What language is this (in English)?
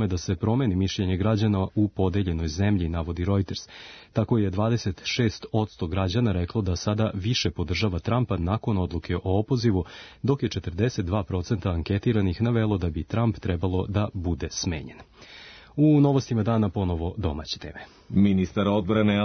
Serbian